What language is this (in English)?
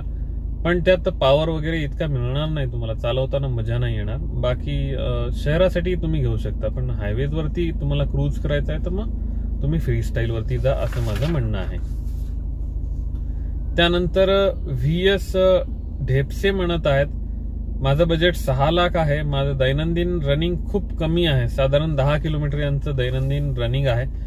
Marathi